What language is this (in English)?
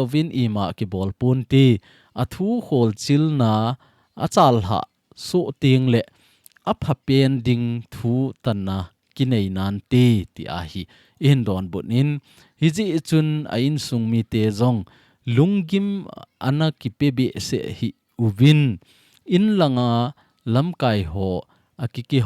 Thado Chin